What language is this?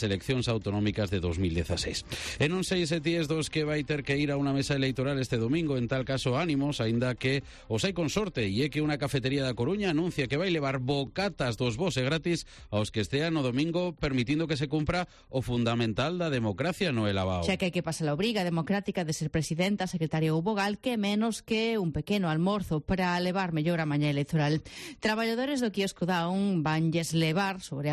Galician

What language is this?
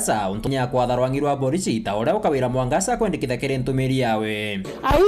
Meru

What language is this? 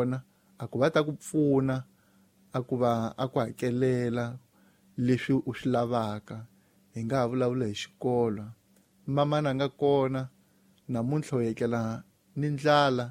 Tsonga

